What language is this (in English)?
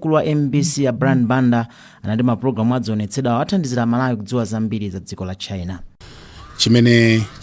Nyanja